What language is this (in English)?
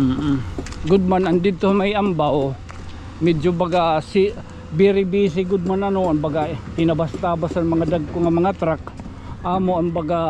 Waray